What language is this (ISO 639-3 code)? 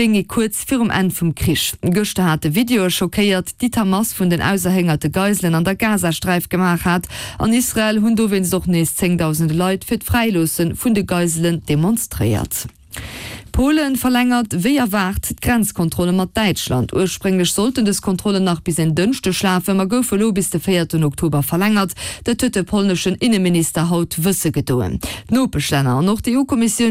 ltz